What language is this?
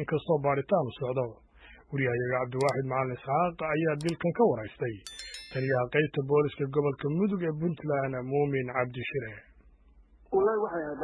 Somali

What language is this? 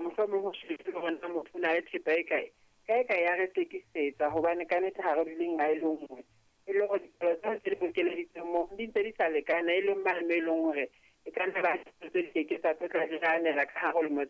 Southern Sotho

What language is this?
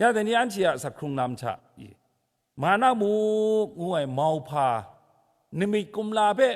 Kachin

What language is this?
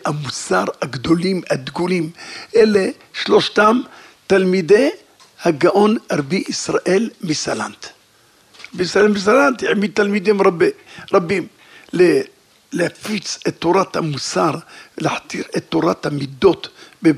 Hebrew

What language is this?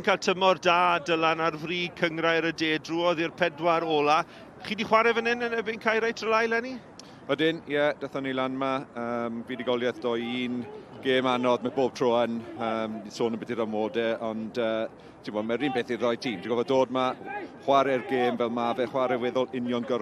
Welsh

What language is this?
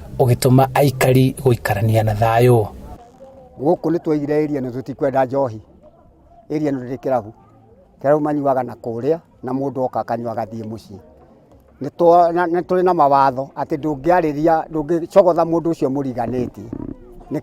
Kikuyu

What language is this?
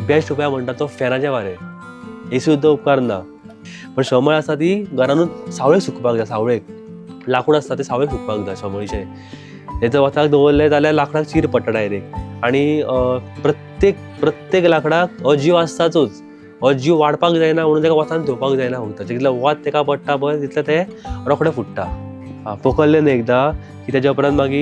Konkani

